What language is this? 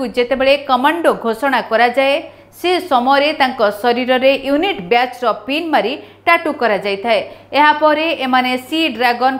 Odia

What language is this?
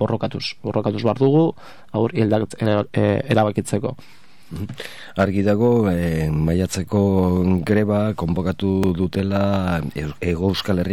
Basque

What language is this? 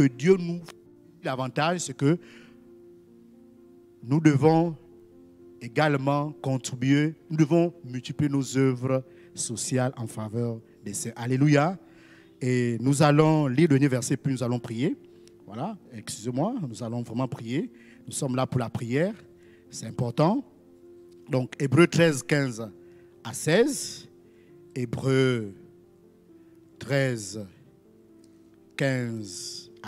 French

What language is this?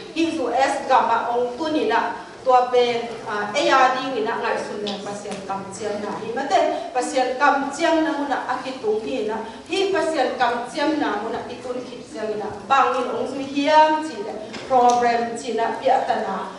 Tedim Chin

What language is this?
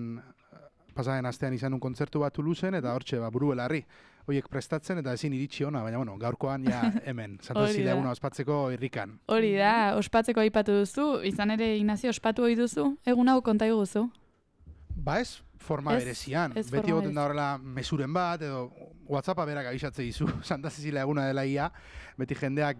Basque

